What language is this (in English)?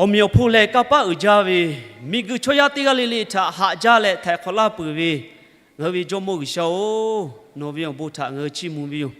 Lahu